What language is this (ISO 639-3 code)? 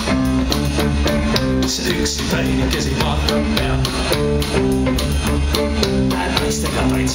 est